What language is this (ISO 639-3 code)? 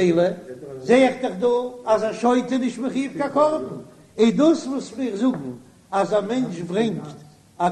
yid